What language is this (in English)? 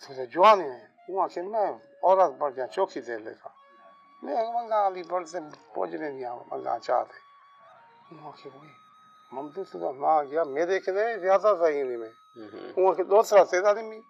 Saraiki